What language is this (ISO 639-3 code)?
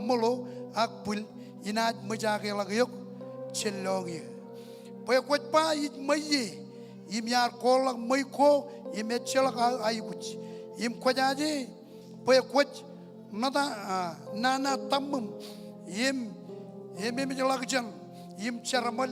mah